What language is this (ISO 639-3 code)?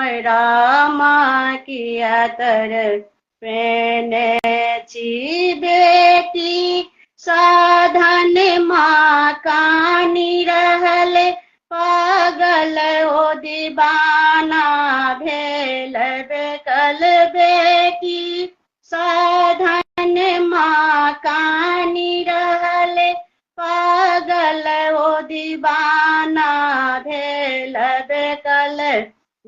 mai